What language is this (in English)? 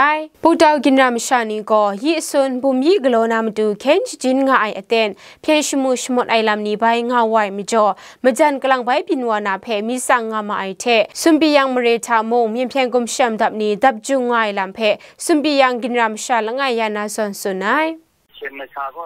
Kachin